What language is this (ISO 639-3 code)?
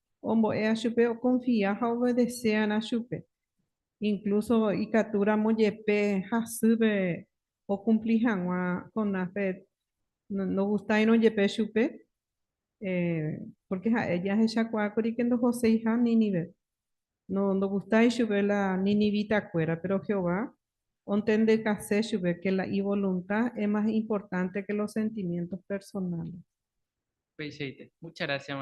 grn